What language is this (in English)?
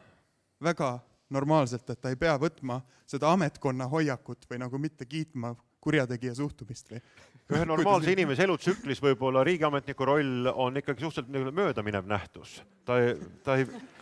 Estonian